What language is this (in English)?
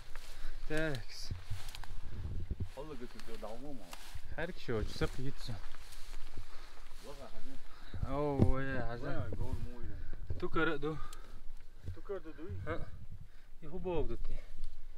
Russian